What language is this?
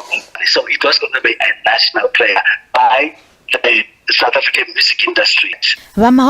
Venda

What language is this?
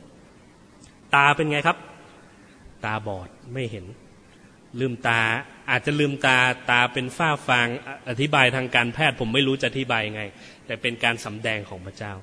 Thai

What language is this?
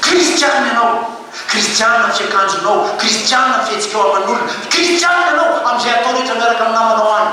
Malagasy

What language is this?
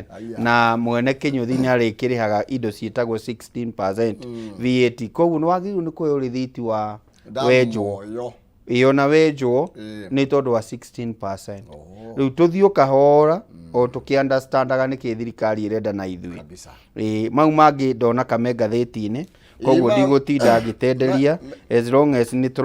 Kikuyu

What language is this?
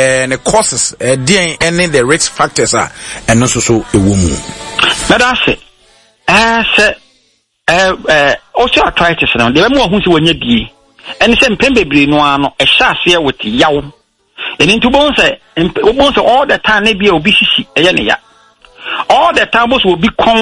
Akan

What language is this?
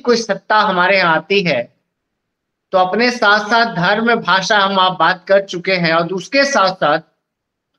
Hindi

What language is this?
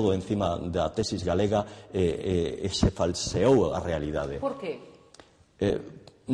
Galician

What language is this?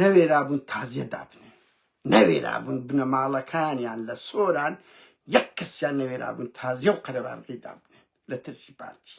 Central Kurdish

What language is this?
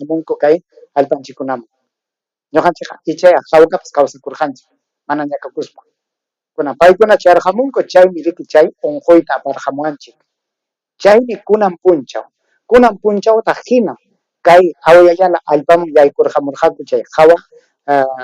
Ayacucho Quechua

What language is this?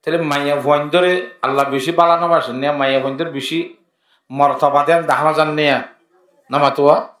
Rohingya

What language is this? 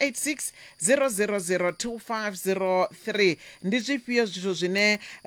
Venda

